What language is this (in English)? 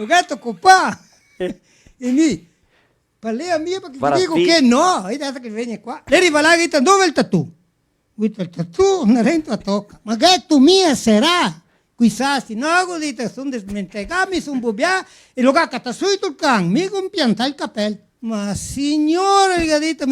Venetian